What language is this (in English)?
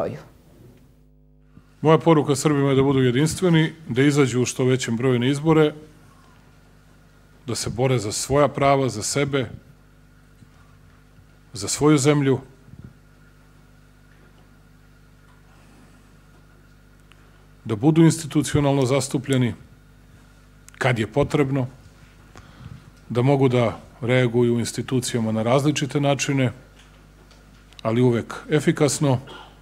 Serbian